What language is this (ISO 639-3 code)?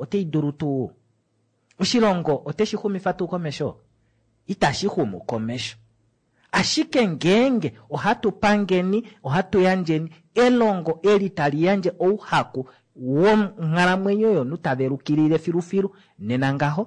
kua